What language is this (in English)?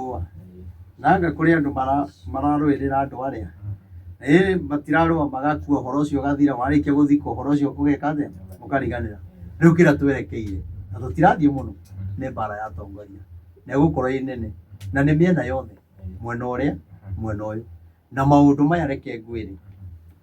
Kikuyu